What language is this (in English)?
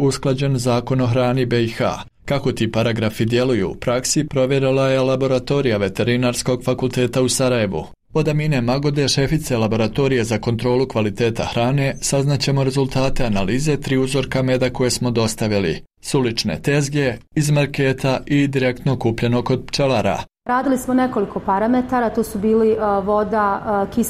Bosnian